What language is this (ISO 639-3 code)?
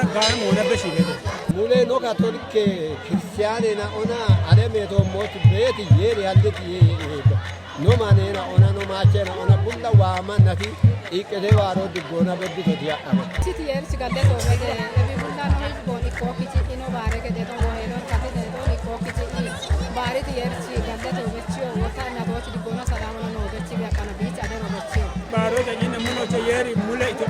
kbr